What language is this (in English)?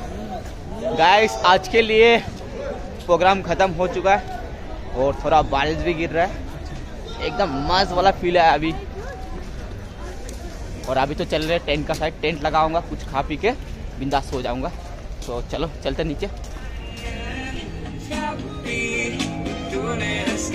Hindi